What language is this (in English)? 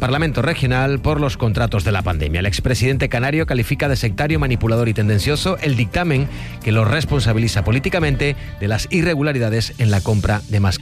Spanish